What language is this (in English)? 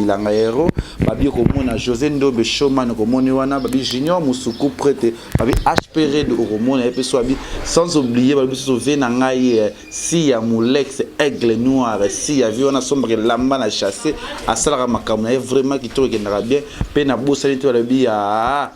Lingala